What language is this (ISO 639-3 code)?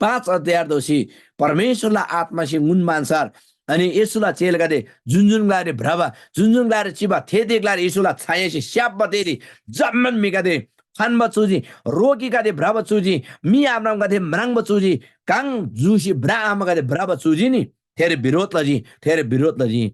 taj